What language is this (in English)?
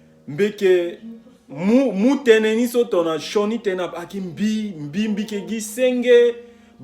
Sango